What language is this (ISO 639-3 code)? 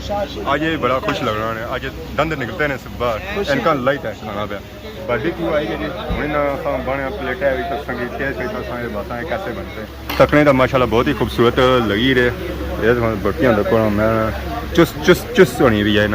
phr